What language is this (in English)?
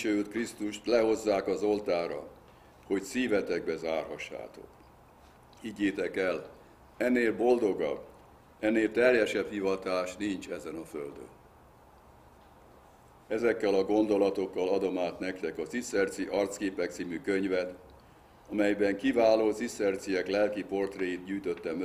Hungarian